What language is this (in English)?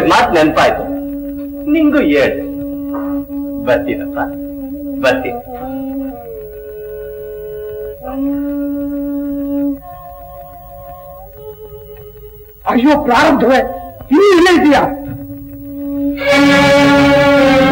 Kannada